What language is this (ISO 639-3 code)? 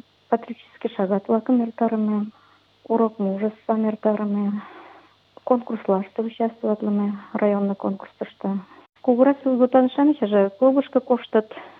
chm